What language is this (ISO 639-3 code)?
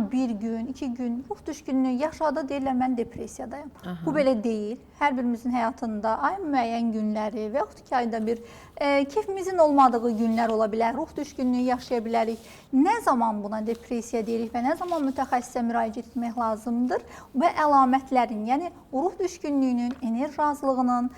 aze